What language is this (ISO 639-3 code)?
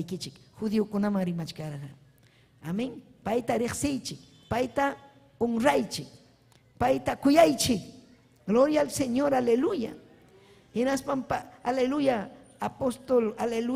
quy